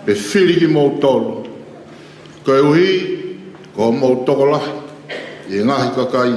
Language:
Tongan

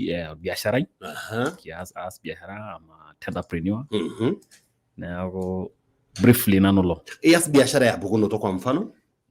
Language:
Masai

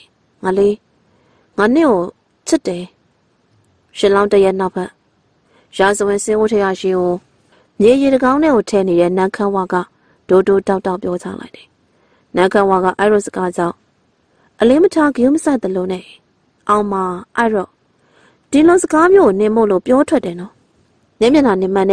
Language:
Burmese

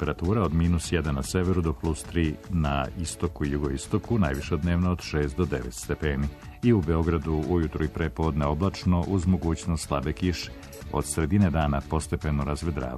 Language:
Serbian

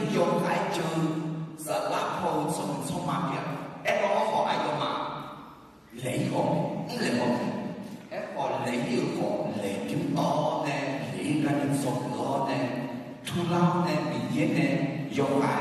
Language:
Akha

